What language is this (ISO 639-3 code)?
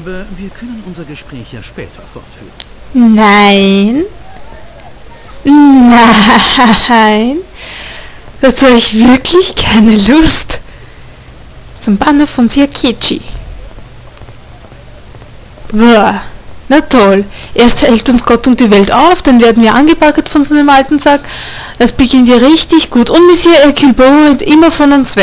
deu